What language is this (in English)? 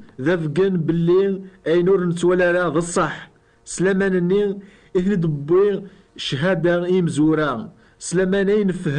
Kabyle